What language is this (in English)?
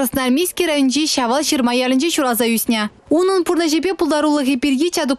Chuvash